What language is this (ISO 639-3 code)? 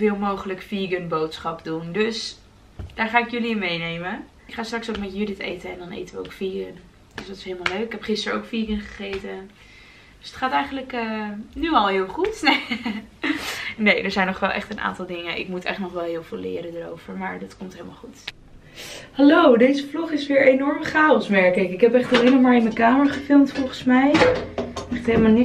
nld